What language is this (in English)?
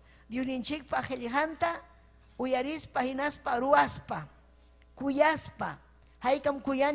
Ayacucho Quechua